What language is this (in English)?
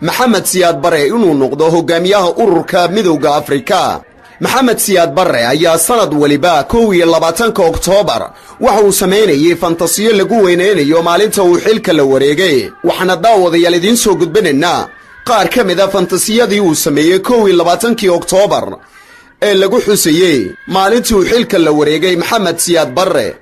Somali